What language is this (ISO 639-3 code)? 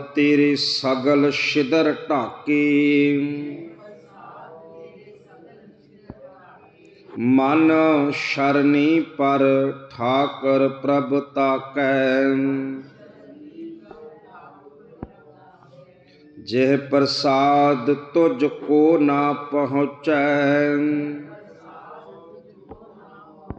pan